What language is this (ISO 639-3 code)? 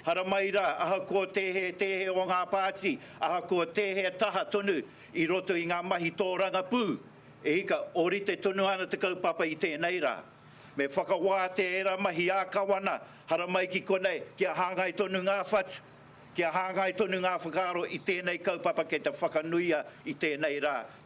mri